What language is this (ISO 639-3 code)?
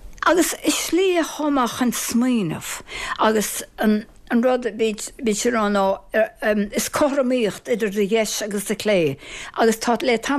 gle